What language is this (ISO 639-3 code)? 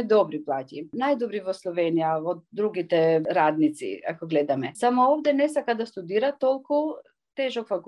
mkd